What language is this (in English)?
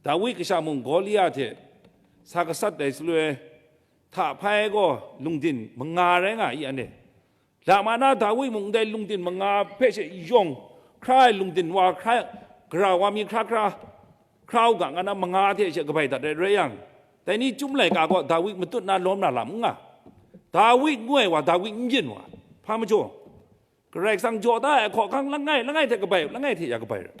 Kachin